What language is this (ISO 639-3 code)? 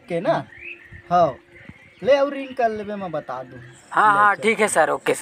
hne